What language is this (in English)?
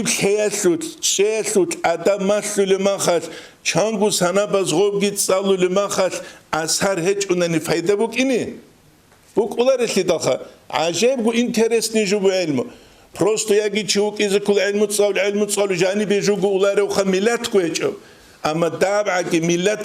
Avaric